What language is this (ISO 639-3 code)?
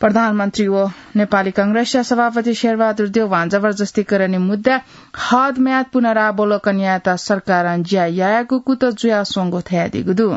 new